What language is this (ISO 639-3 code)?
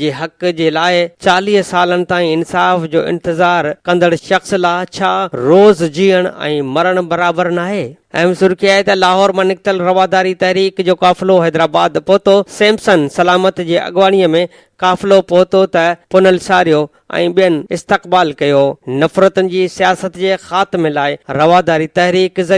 snd